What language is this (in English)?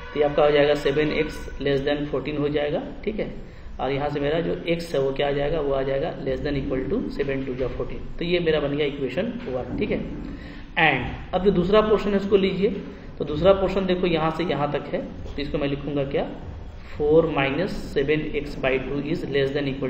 Hindi